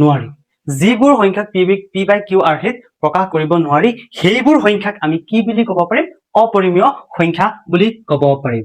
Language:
Assamese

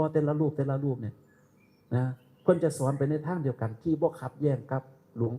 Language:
Northeastern Thai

